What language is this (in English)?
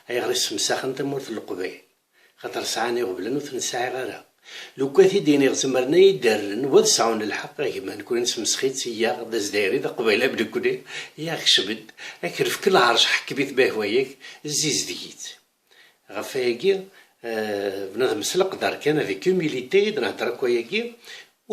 Kabyle